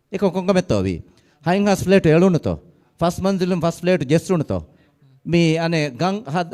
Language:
Divehi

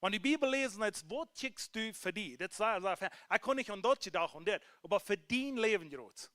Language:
Plautdietsch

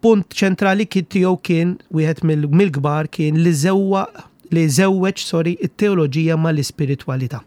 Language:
Maltese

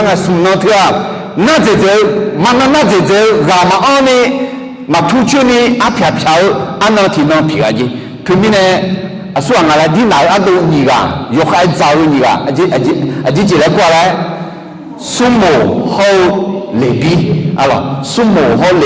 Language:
Akha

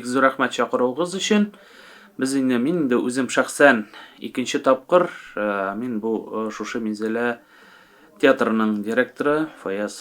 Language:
Tatar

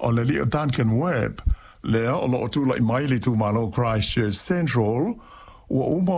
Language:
Samoan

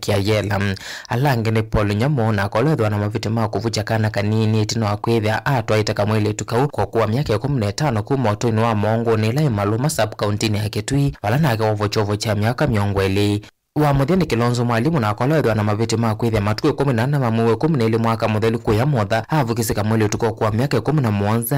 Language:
Kamba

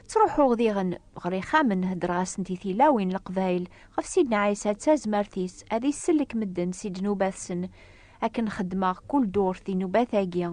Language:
Kabyle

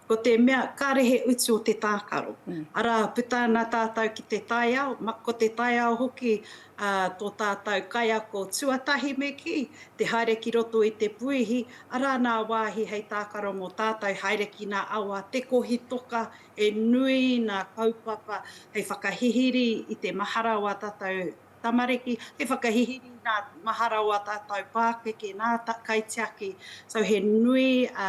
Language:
Māori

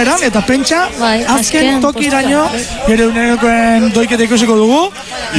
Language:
Basque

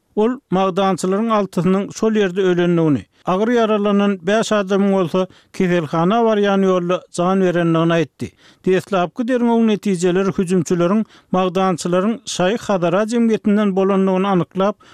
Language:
Turkmen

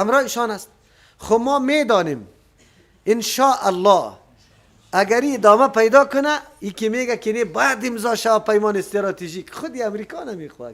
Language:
Persian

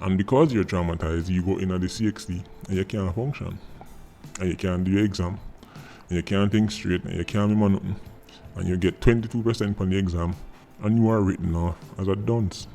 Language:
Jamaican Creole English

